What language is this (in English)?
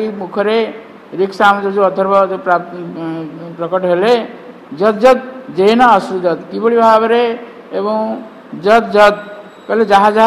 Odia